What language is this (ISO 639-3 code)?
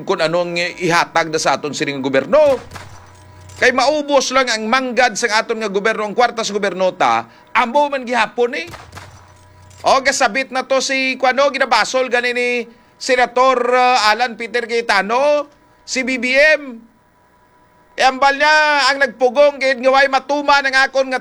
hil